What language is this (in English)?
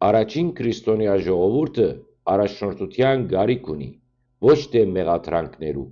Western Armenian